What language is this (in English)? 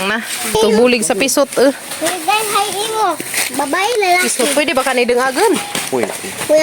Cebuano